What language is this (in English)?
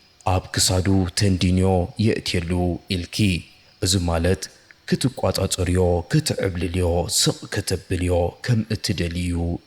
Tigrinya